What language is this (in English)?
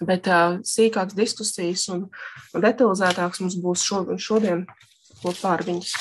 Latvian